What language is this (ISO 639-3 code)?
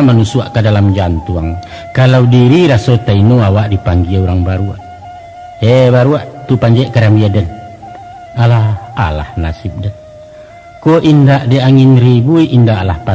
min